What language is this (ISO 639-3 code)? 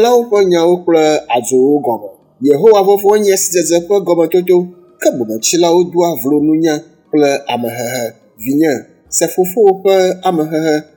ewe